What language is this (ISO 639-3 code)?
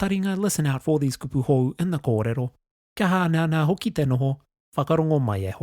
mri